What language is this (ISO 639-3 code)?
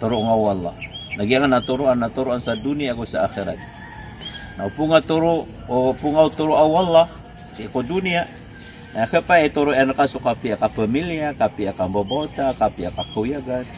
mrw